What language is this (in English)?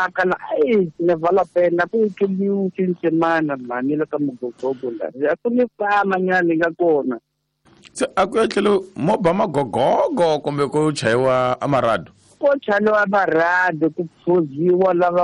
Tsonga